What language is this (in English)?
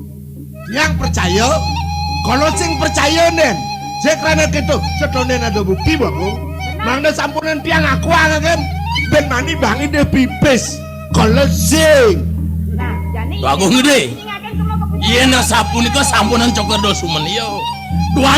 Balinese